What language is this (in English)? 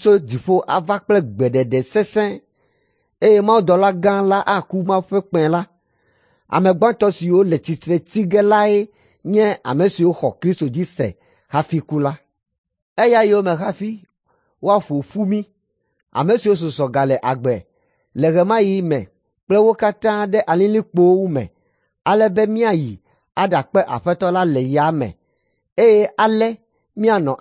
Ewe